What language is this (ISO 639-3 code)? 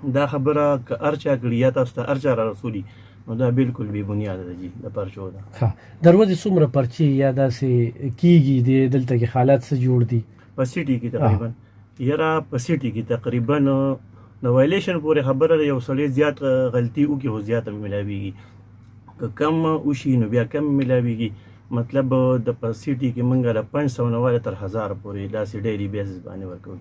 pus